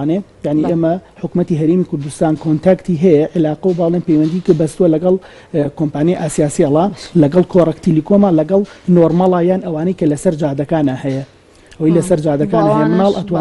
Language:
Central Kurdish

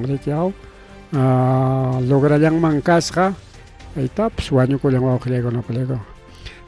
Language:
Ayacucho Quechua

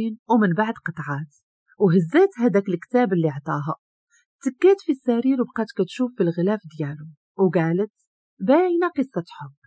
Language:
Moroccan Arabic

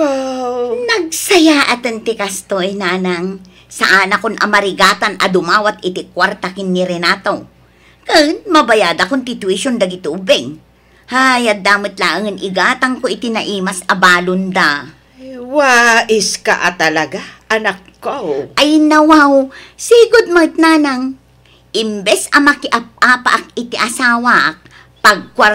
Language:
Iloko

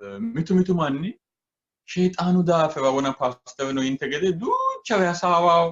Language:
Sidamo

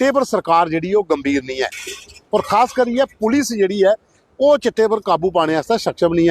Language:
Dogri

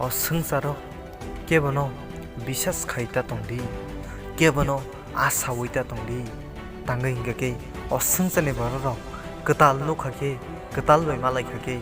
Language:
Kok Borok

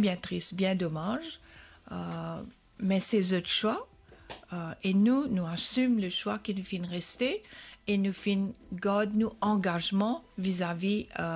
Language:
Morisyen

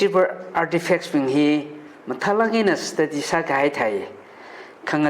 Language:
Tangkhul Naga (India)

